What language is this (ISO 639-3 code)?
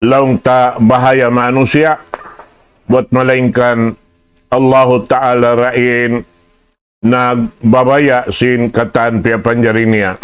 tsg